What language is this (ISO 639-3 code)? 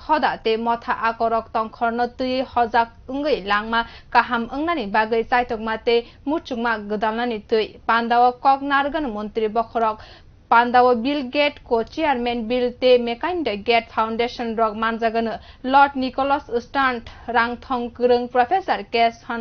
trp